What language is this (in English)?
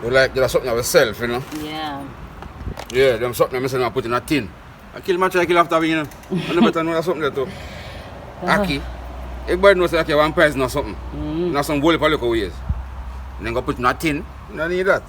Jamaican Creole English